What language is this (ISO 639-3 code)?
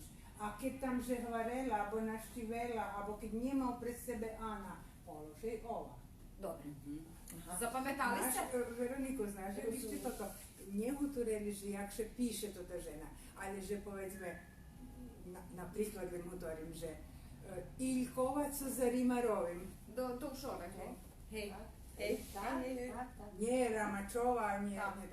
rue